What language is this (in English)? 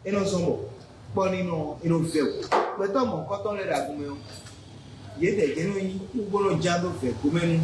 Fon